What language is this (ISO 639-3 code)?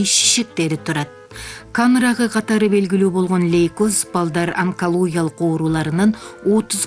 kir